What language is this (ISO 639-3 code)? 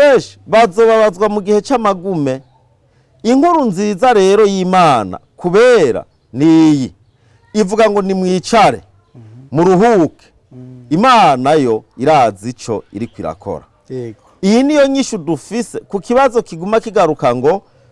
run